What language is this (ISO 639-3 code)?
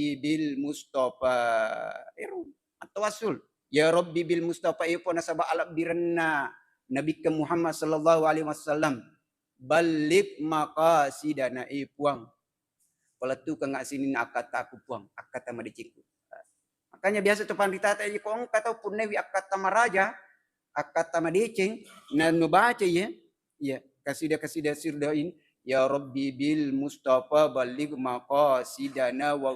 bug